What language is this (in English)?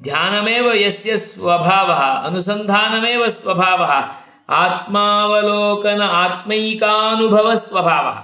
Sanskrit